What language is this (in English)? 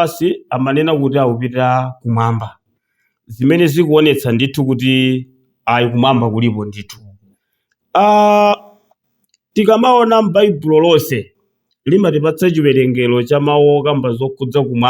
Nyanja